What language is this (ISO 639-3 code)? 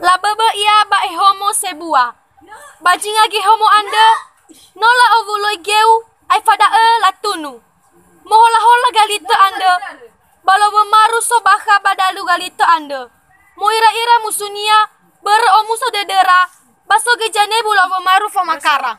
nia